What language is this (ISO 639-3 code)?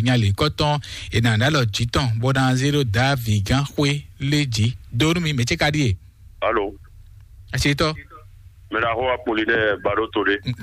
fon